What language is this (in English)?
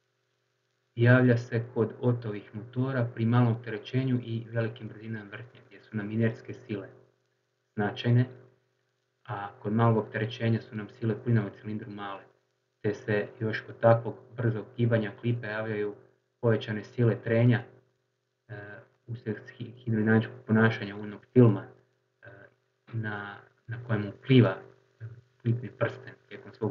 Croatian